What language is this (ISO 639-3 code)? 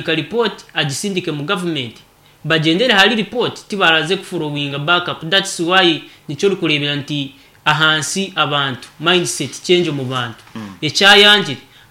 nyn